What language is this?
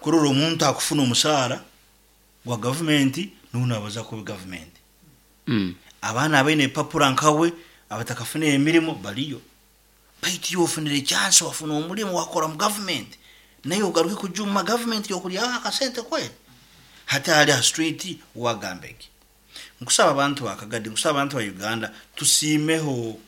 Nyoro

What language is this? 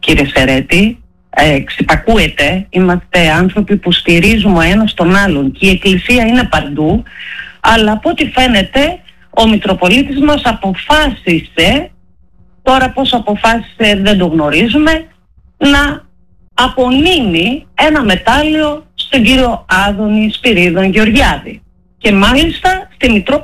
Greek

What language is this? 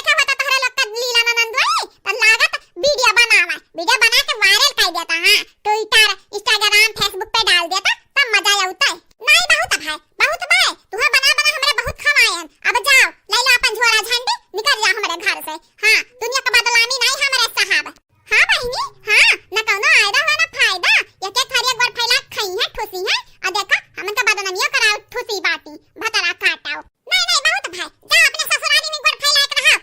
Awadhi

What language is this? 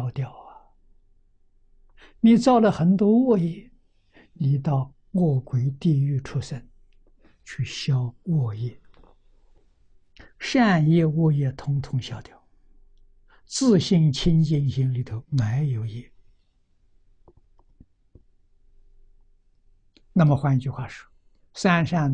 Chinese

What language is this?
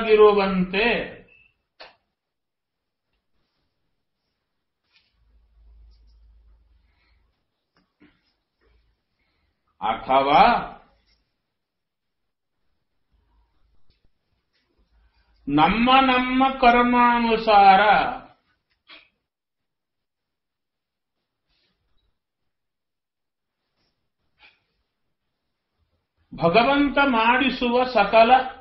Kannada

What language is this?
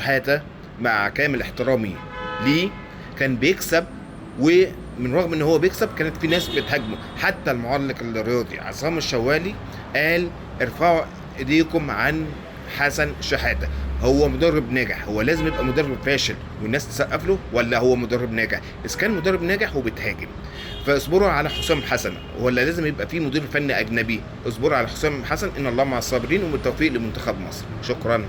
Egyptian Arabic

